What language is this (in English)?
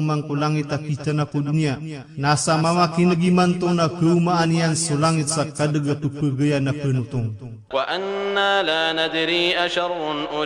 Maranao